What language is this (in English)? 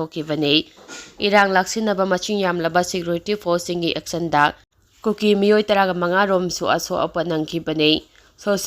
Manipuri